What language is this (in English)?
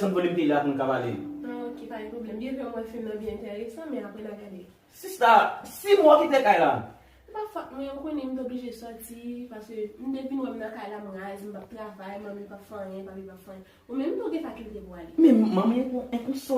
Haitian Creole